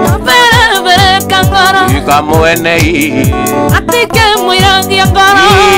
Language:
Kikuyu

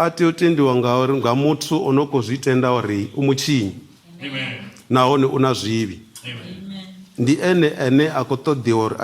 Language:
Venda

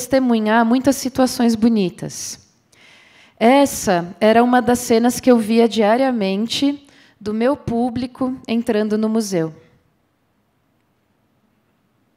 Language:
Portuguese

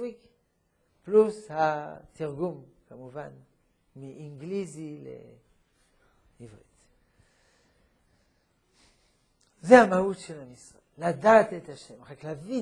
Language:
Hebrew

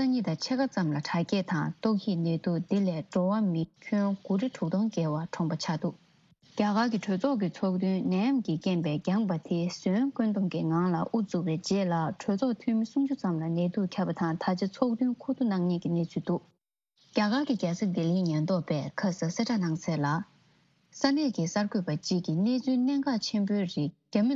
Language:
Tibetan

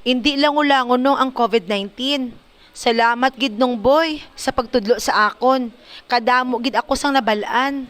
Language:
Hiligaynon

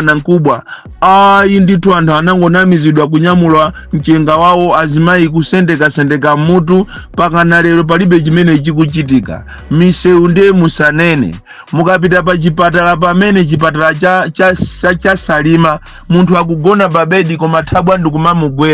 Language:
Nyanja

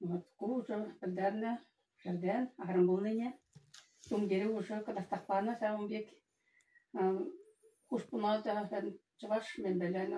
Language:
Chuvash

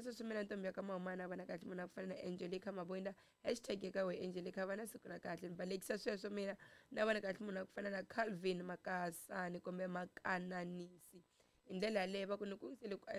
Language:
Tsonga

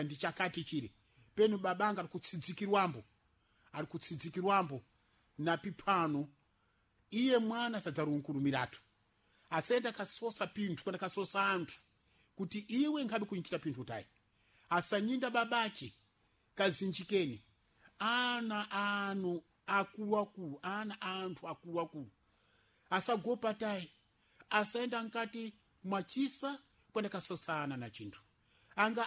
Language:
Sena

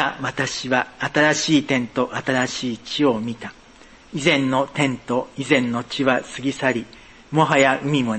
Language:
Japanese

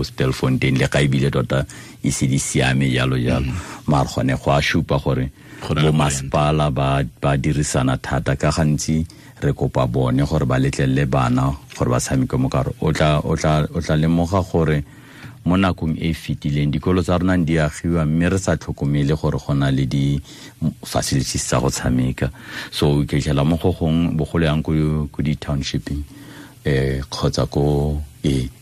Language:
Tswana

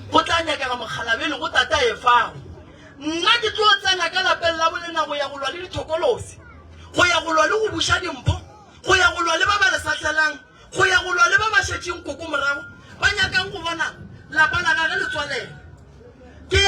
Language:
Northern Sotho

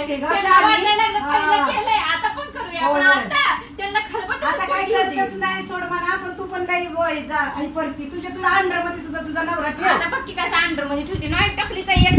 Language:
Marathi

